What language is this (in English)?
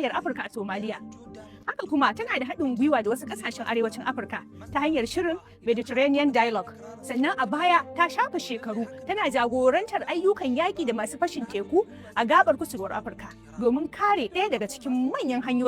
Hausa